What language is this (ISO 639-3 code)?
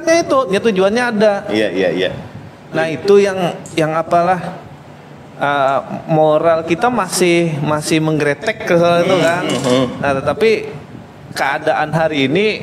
bjn